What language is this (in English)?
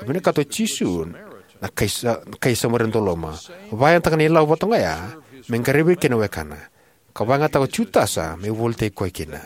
Fijian